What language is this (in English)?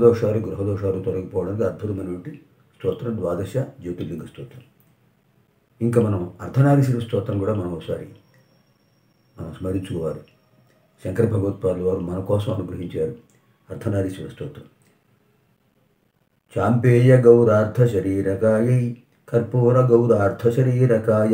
Telugu